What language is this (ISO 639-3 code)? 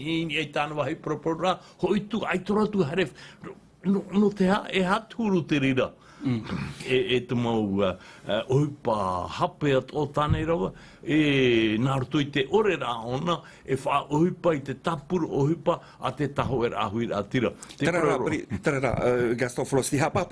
tah